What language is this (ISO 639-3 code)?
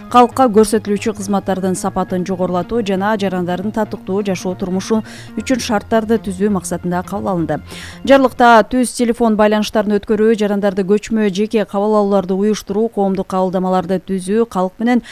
kir